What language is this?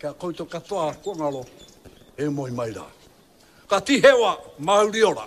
Māori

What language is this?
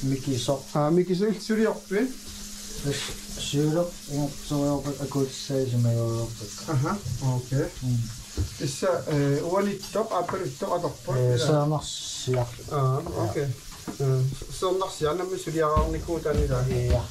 Kalaallisut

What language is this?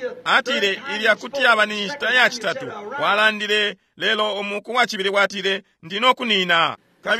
Bemba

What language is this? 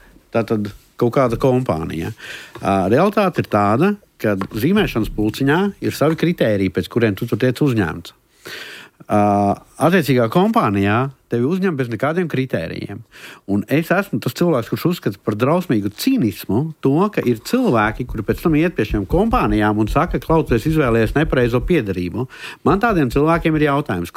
Latvian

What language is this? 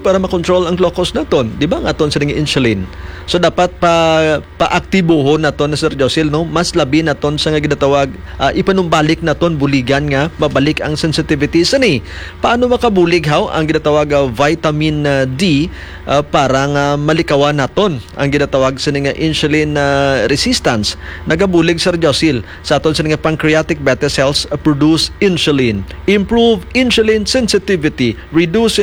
Hiligaynon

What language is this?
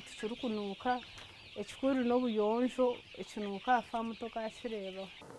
Nyankole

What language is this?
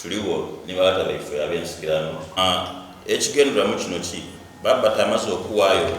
Soga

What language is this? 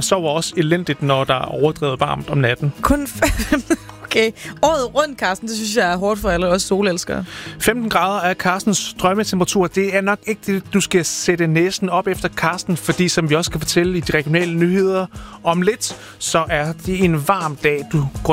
Danish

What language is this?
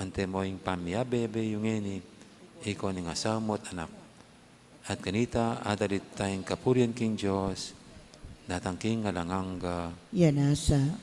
Pampanga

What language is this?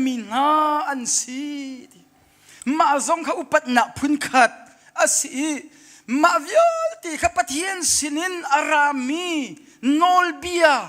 Hakha Chin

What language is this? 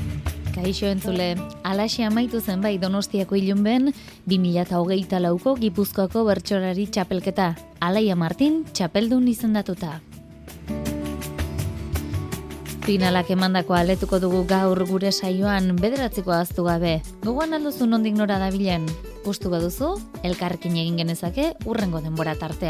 Basque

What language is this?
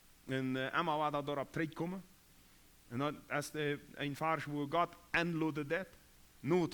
Plautdietsch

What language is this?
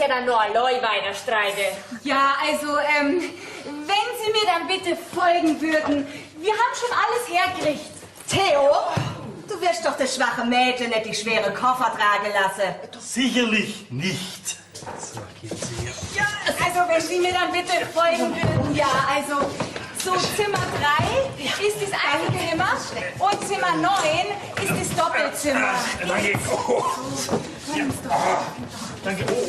Bavarian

